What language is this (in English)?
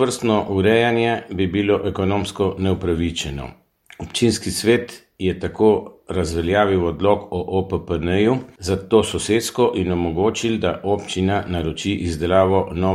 Slovenian